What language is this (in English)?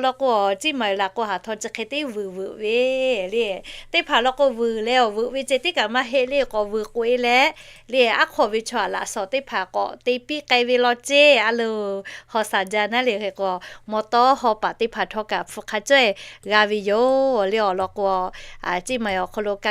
Lahu